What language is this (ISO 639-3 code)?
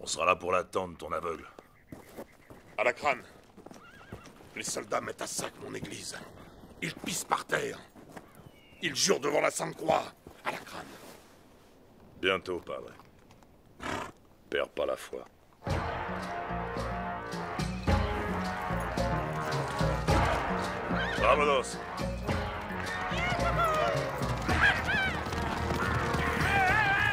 fra